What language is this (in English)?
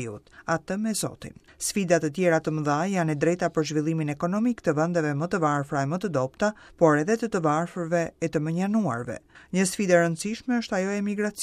Albanian